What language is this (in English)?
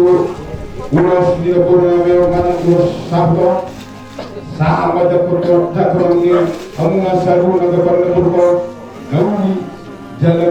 Batak Toba